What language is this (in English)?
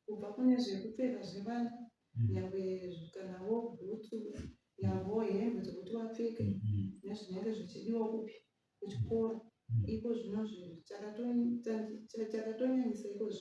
Shona